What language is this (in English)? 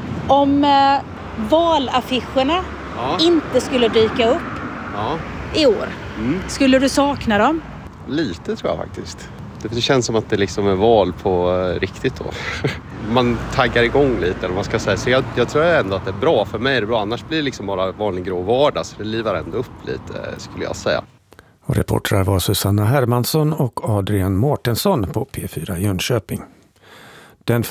Swedish